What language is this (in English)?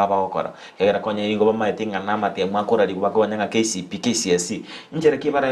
Gusii